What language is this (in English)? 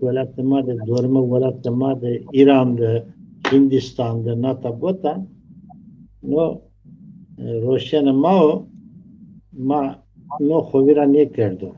Zaza